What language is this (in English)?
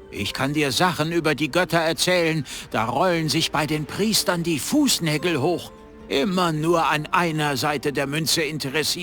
Bavarian